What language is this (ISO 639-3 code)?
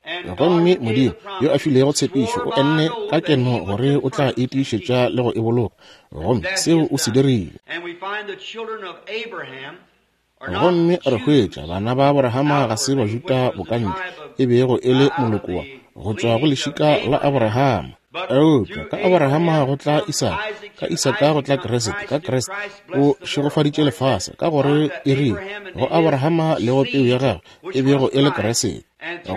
nso